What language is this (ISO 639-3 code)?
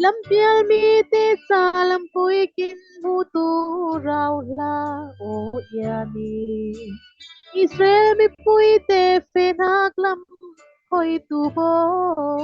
cfm